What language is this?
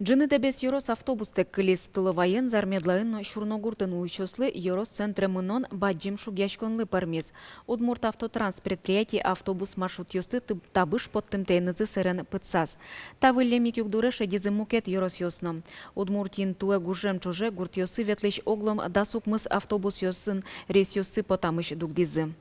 Udmurt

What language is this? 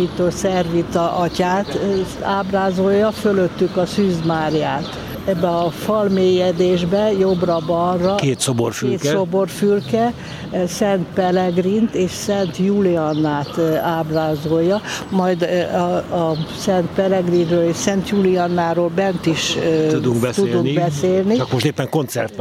Hungarian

